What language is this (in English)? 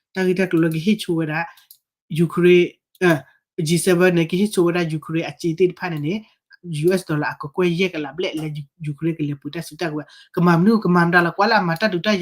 S'gaw Karen